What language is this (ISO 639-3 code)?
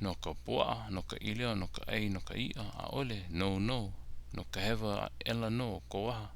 haw